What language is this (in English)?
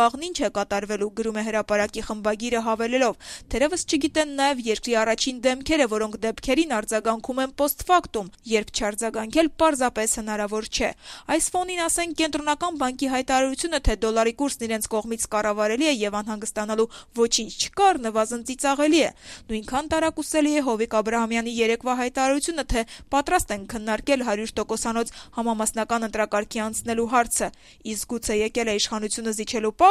Armenian